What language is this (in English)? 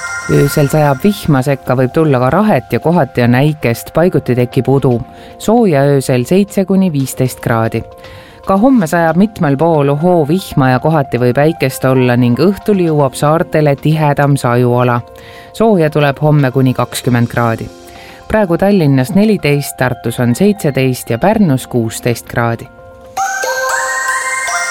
Estonian